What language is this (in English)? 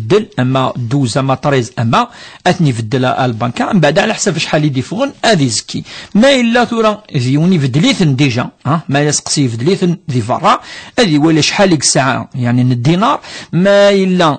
Kabyle